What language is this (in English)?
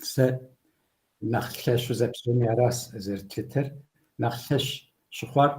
Kabardian